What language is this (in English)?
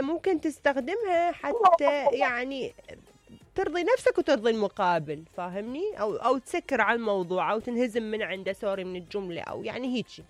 Mesopotamian Arabic